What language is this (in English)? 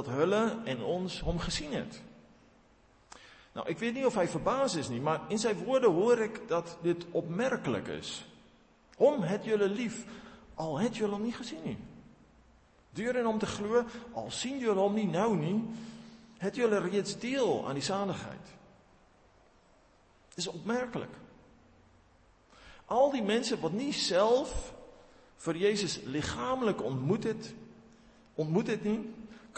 Afrikaans